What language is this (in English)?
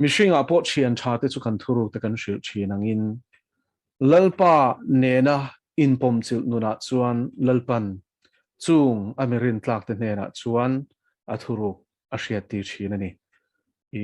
Mizo